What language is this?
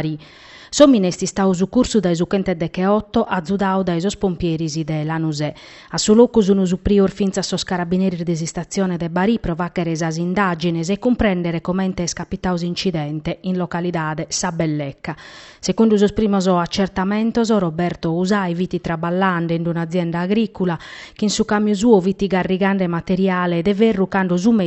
Sardinian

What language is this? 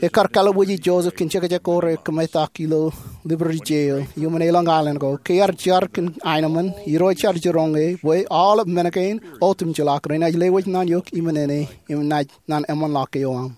Marshallese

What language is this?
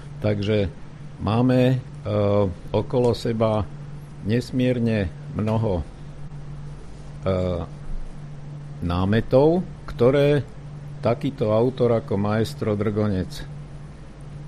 Slovak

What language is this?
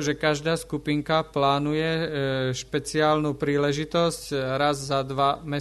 Slovak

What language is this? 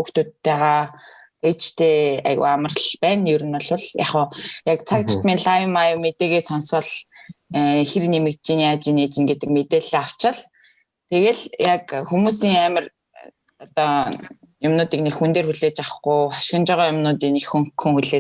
Mongolian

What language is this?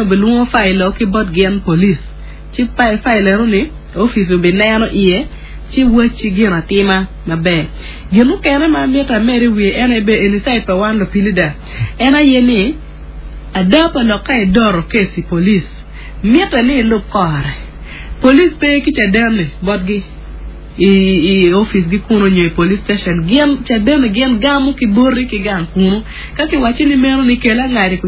Acoli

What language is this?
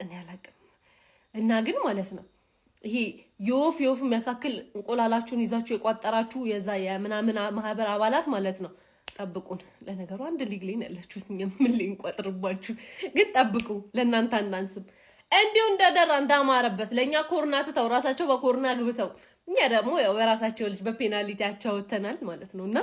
Amharic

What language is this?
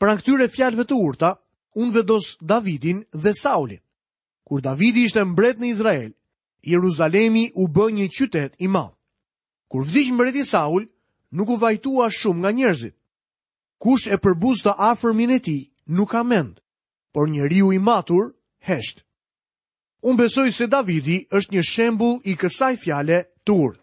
Albanian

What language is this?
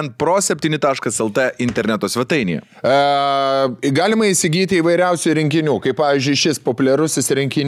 Lithuanian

